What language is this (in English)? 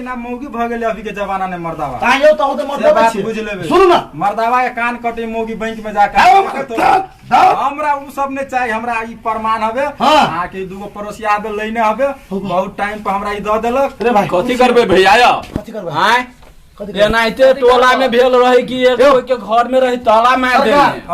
Maithili